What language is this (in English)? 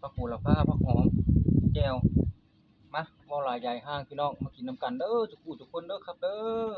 Northeastern Thai